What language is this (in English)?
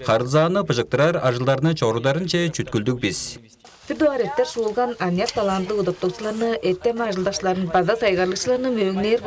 Tuvinian